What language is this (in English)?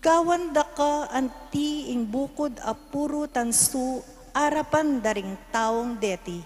Pampanga